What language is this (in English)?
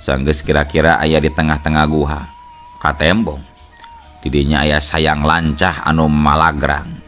Sundanese